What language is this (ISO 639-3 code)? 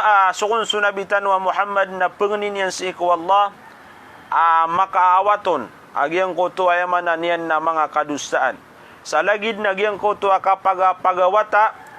mrw